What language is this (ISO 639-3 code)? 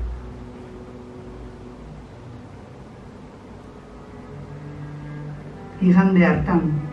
eus